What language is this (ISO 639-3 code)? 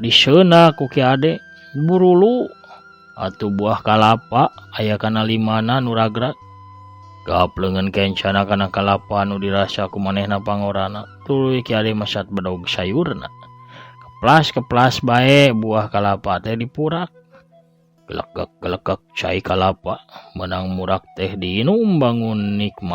sun